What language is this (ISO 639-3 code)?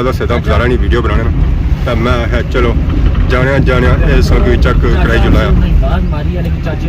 phr